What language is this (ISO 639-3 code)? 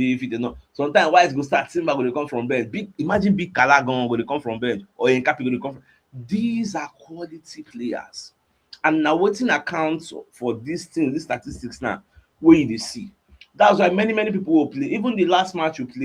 pcm